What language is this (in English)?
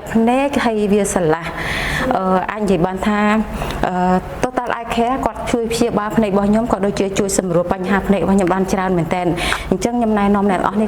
Khmer